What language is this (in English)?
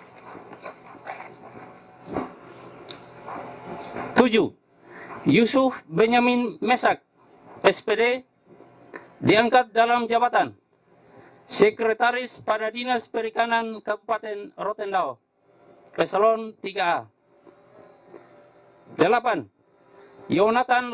Indonesian